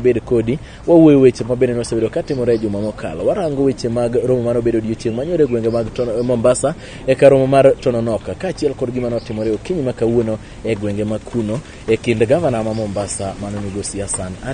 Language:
Luo (Kenya and Tanzania)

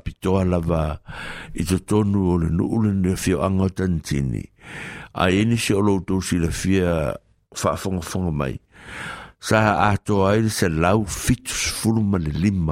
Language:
Samoan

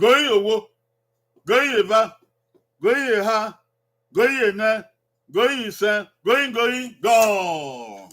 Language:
Bini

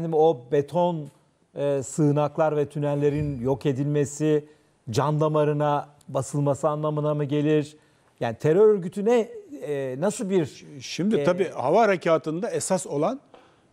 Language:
Turkish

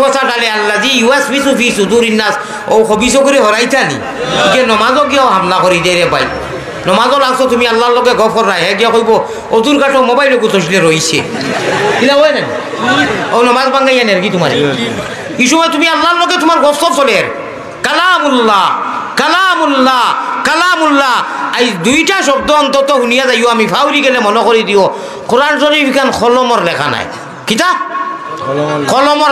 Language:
Sylheti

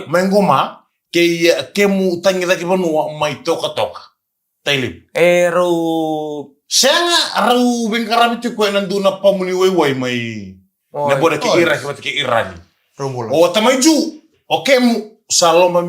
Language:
Fijian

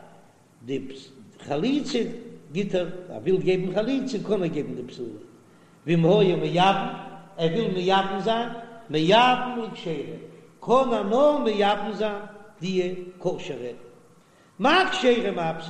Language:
Yiddish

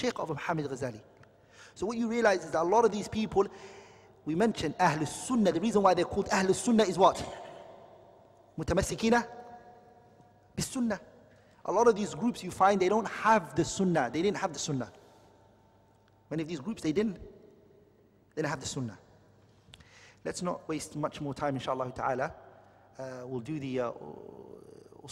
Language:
English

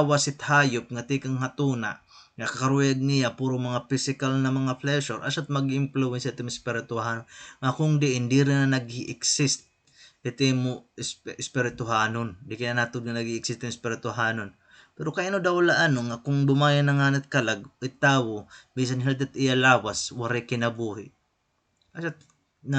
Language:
Waray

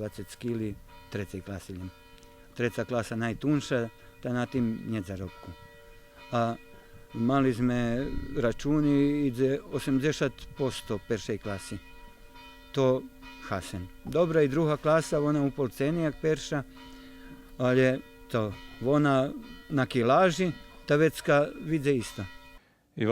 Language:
Rusyn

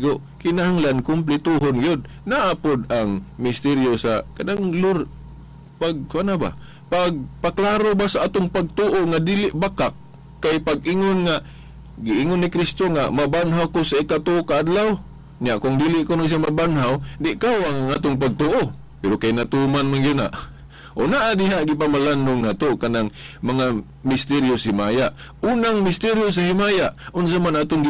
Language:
Cebuano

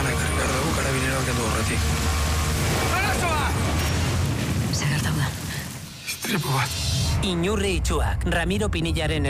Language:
Basque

